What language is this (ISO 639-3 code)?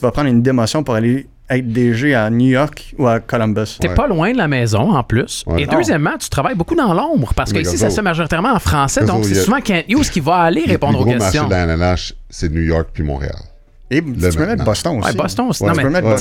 fra